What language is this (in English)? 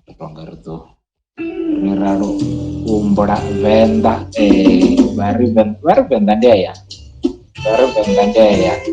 Venda